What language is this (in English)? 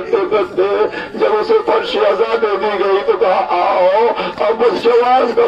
Urdu